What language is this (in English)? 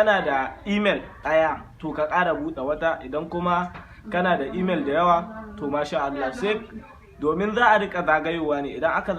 Hausa